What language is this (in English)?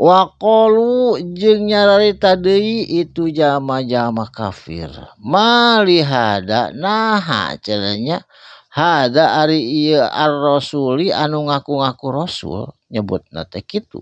Sundanese